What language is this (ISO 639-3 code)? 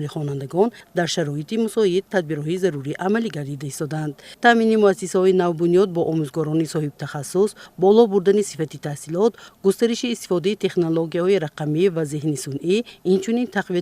tgk